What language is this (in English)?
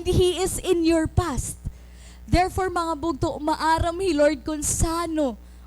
Waray